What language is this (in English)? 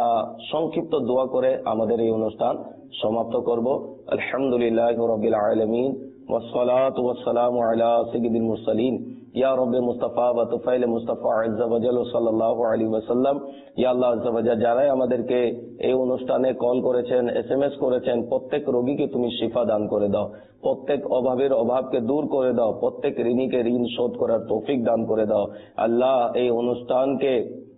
Bangla